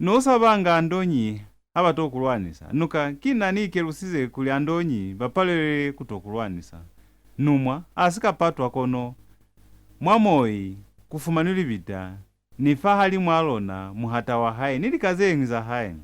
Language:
Lozi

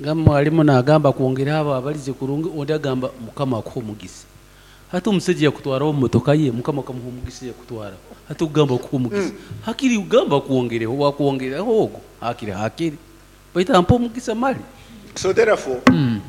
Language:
Nyoro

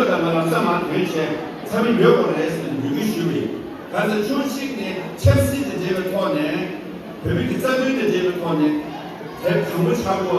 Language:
Tibetan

